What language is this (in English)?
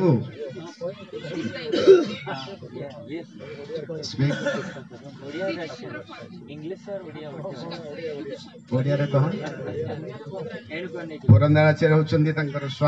Odia